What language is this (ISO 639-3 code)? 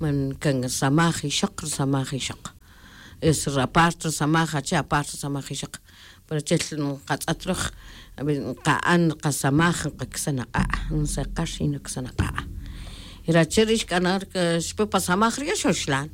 tzj